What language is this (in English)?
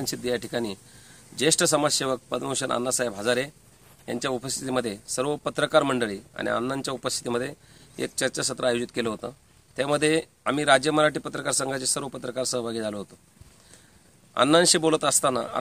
Marathi